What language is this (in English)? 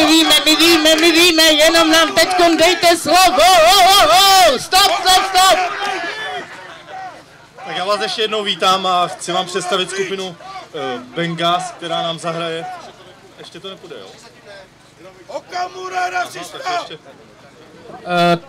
Czech